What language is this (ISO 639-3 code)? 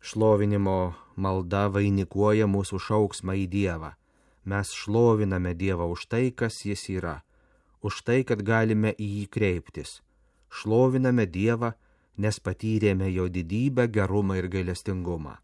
lit